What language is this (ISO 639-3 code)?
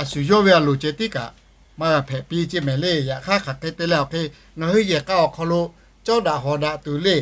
lhu